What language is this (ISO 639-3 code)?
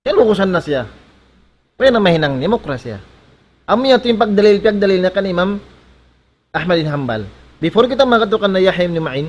tsg